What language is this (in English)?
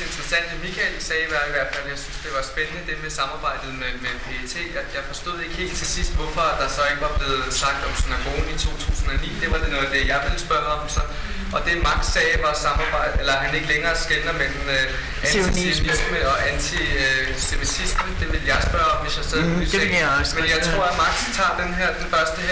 Danish